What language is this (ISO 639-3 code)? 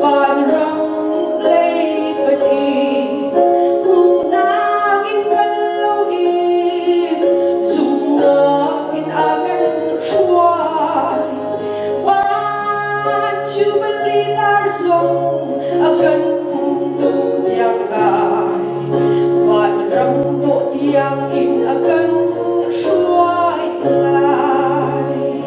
cnh